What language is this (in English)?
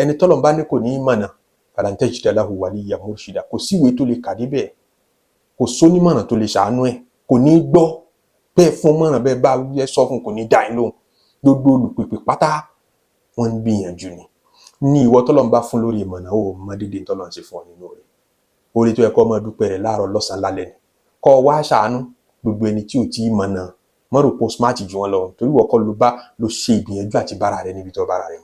Yoruba